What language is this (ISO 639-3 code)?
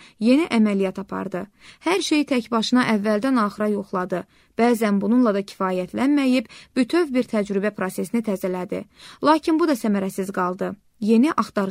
aze